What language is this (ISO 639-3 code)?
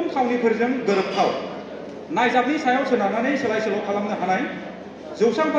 brx